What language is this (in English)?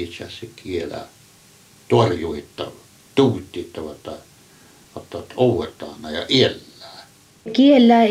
Finnish